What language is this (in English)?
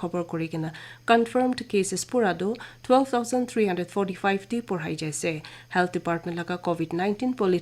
Naga Pidgin